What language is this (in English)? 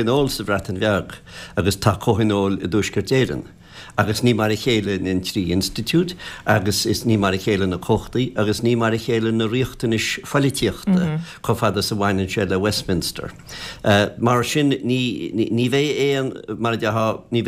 Irish